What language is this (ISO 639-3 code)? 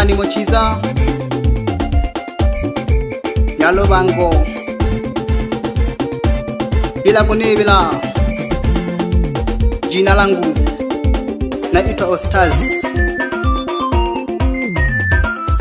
swa